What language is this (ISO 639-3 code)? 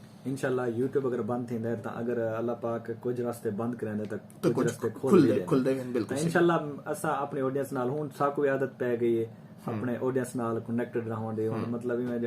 skr